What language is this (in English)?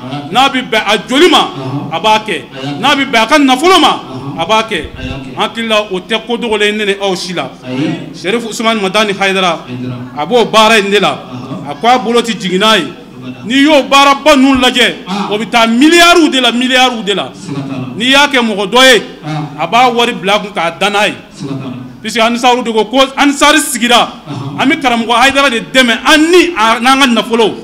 Bambara